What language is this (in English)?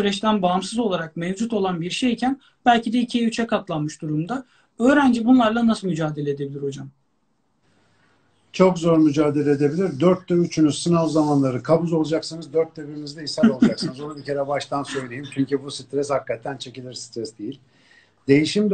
Turkish